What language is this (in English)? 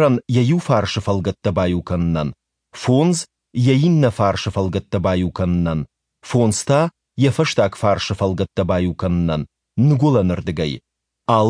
Ossetic